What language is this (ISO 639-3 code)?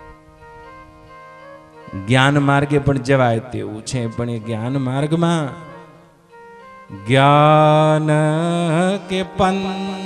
guj